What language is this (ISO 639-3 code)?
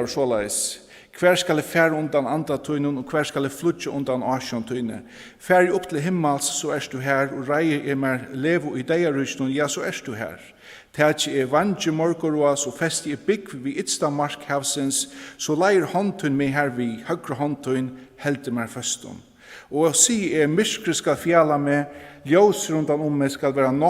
fao